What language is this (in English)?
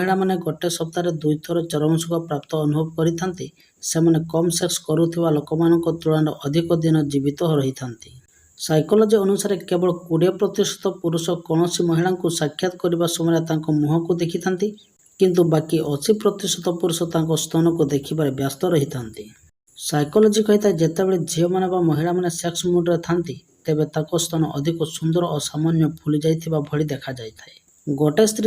Odia